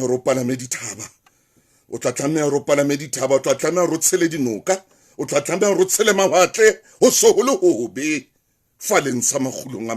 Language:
Southern Sotho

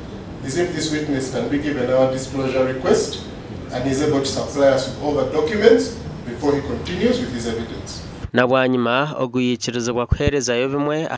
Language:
Nyankole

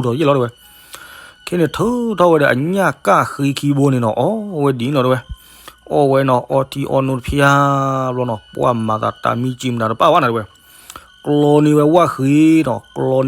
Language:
S'gaw Karen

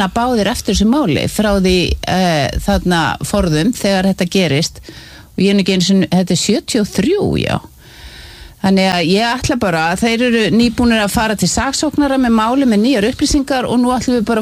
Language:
Icelandic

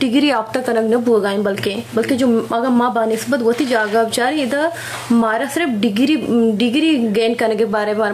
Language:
Eastern Balochi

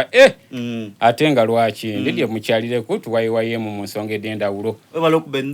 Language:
Soga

